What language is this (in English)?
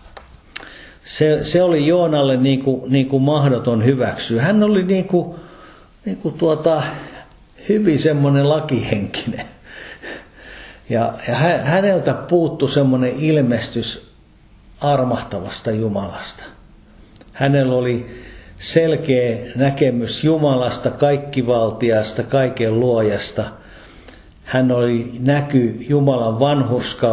Finnish